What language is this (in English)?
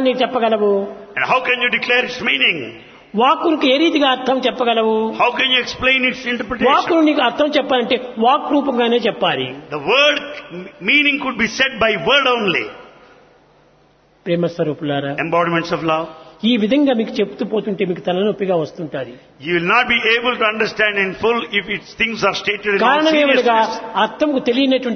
Telugu